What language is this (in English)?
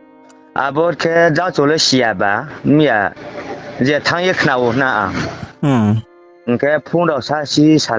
Riang (India)